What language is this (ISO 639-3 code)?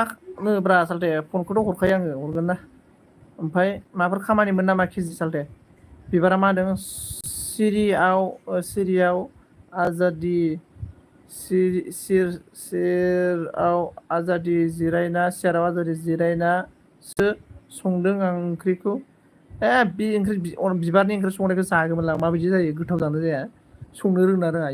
brx